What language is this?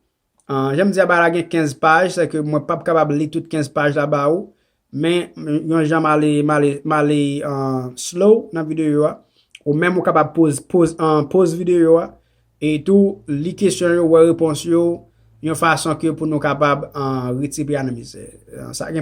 Haitian Creole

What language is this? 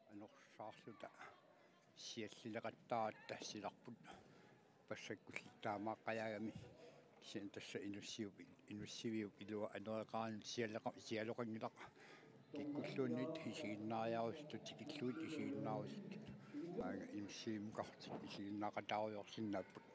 Kalaallisut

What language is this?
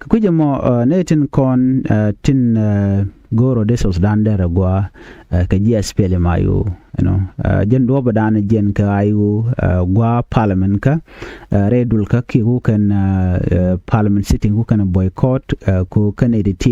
Nuer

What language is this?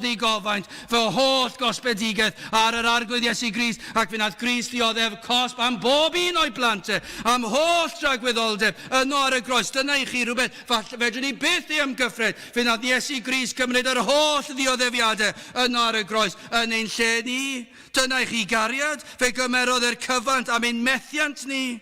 Welsh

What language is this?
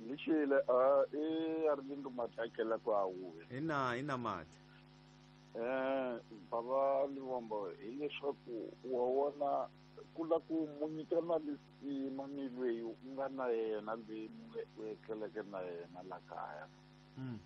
Tsonga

